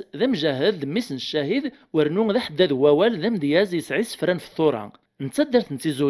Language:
Kabyle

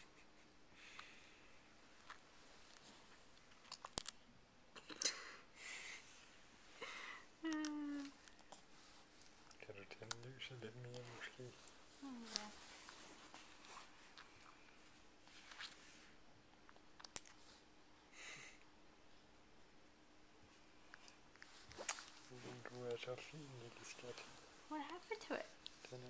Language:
Danish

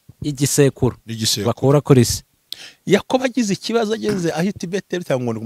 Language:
Kinyarwanda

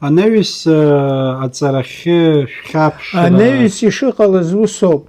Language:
Abkhazian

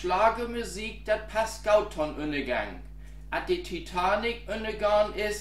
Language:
Low German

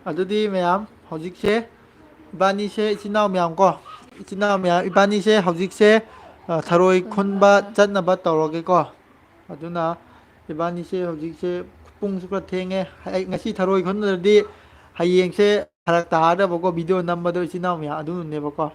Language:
Manipuri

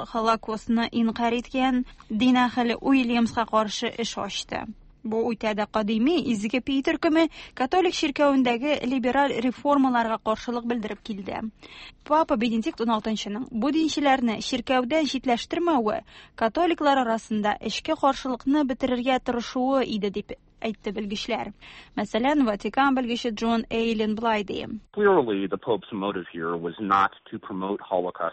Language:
Tatar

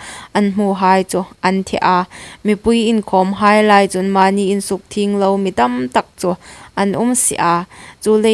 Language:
Hmar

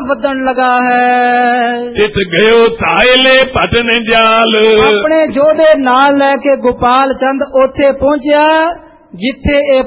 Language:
Punjabi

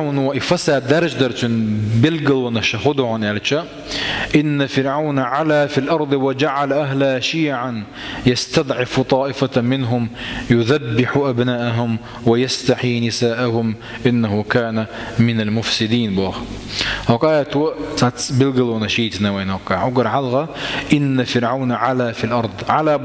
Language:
Chechen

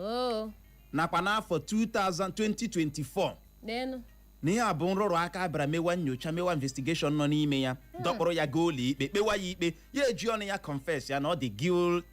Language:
Igbo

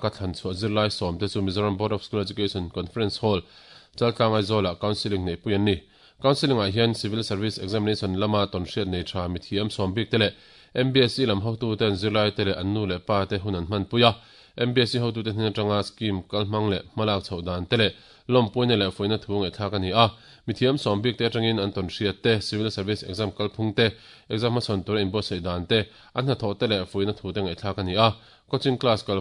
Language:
Mizo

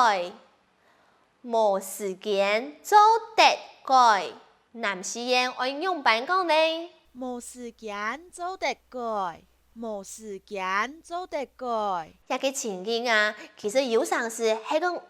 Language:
Hakka Chinese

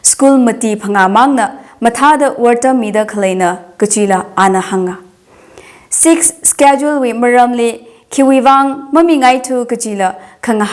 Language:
Tangkhul Naga (India)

